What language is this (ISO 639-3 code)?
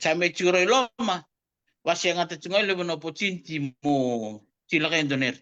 fij